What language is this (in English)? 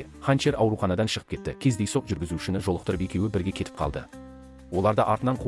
Kazakh